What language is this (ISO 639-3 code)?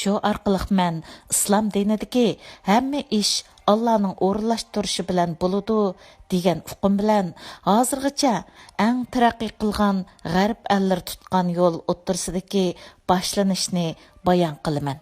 uig